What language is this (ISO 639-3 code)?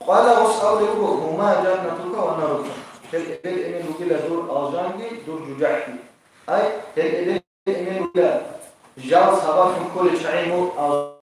ava